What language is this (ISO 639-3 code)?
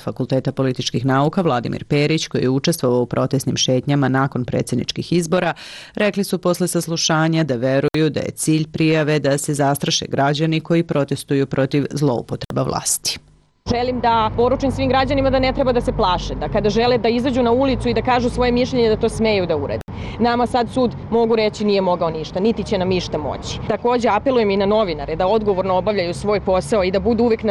srp